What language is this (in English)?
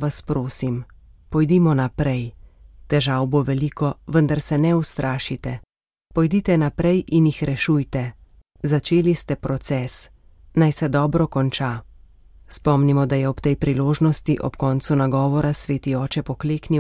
Slovenian